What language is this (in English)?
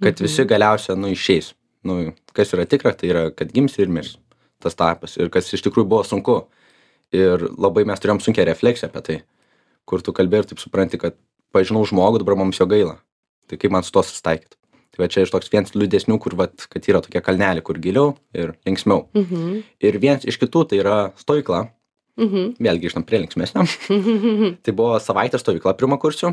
Lithuanian